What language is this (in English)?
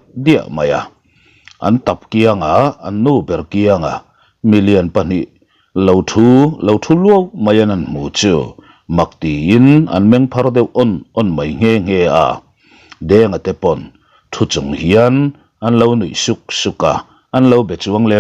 Mizo